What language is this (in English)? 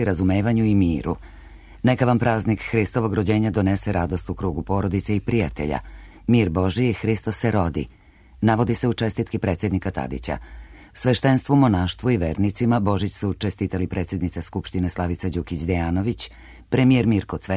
Serbian